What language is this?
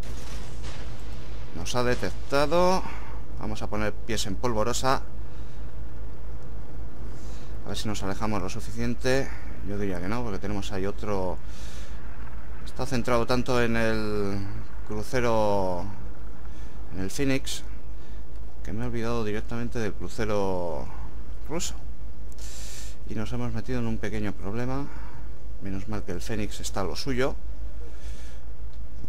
Spanish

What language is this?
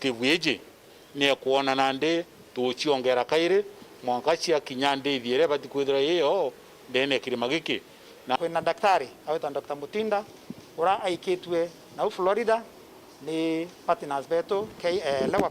Meru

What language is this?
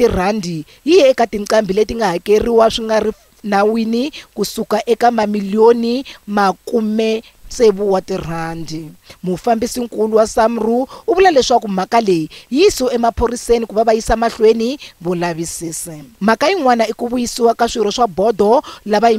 Tsonga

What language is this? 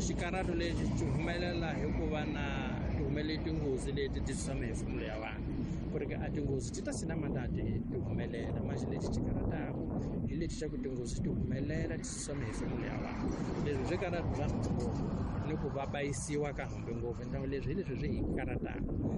Tsonga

